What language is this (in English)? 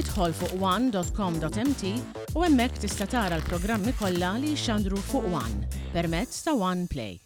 Maltese